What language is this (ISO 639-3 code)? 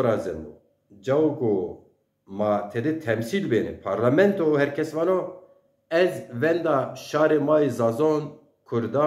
zza